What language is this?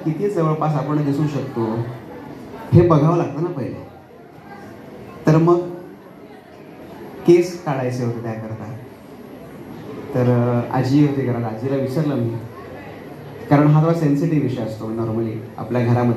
Marathi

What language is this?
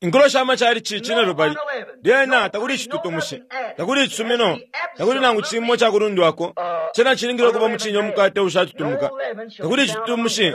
Bemba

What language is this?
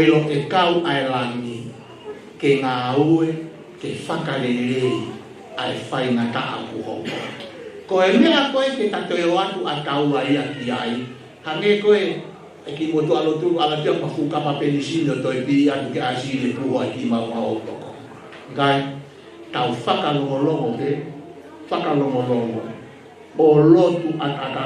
Tongan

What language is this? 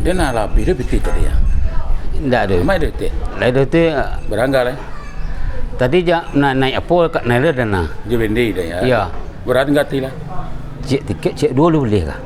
Minangkabau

